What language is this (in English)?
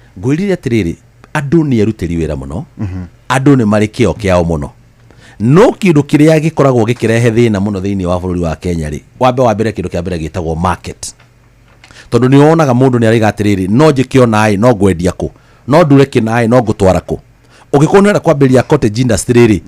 Kikuyu